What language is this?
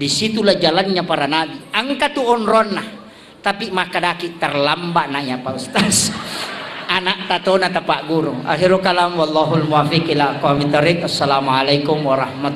Buginese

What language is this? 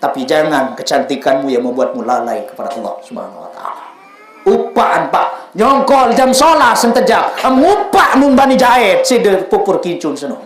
Sasak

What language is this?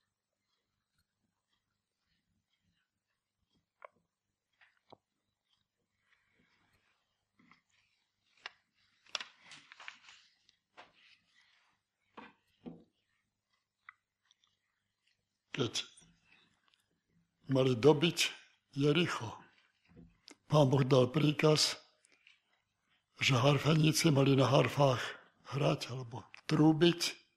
Slovak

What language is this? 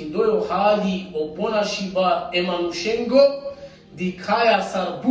Balkan Romani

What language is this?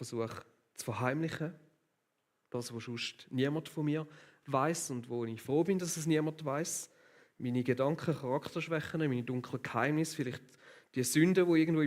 Swiss German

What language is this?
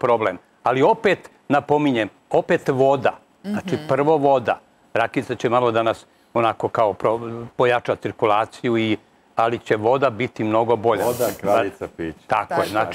Serbian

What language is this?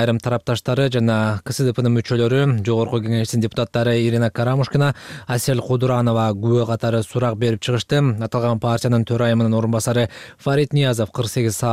Kyrgyz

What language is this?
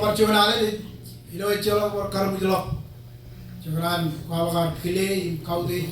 Marshallese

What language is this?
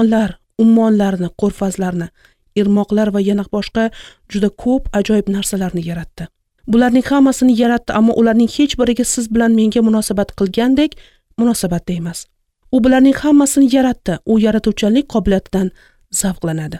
Uzbek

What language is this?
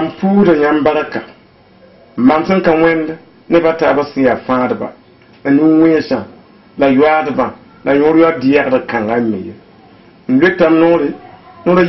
Mossi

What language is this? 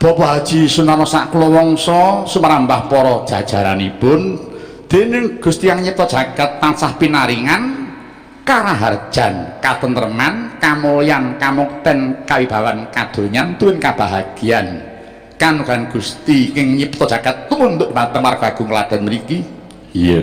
Javanese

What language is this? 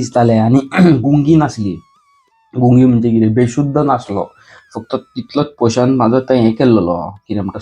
Konkani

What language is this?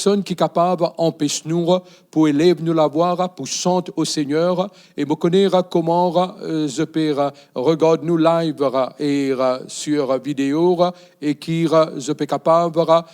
Morisyen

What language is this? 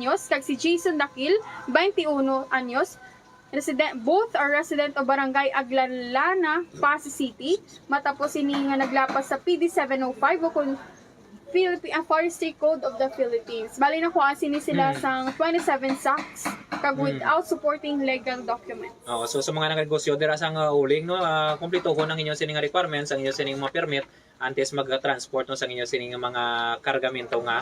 Hiligaynon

